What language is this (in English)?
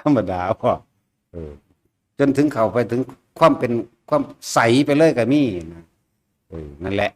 Northeastern Thai